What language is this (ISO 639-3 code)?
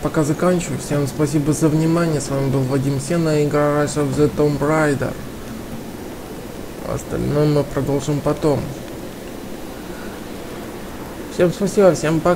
rus